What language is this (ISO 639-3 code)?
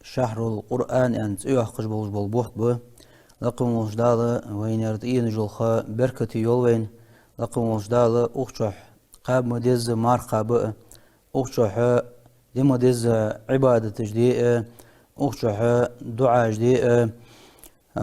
inh